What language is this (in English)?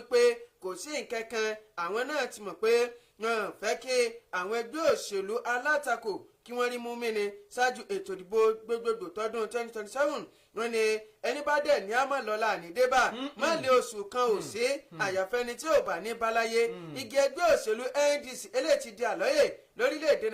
Yoruba